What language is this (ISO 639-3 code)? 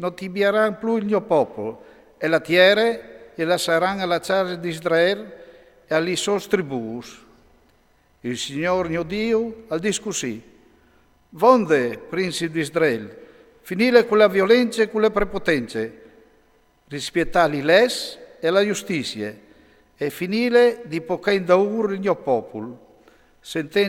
fur